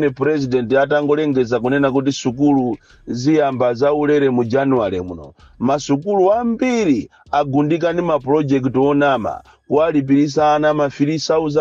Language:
Nyanja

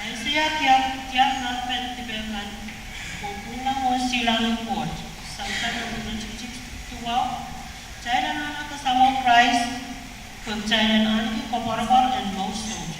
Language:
Pohnpeian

